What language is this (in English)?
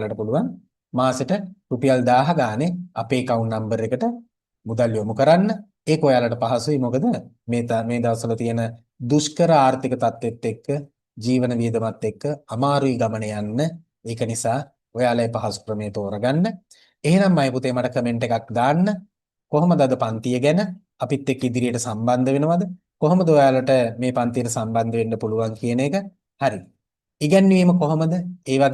Sinhala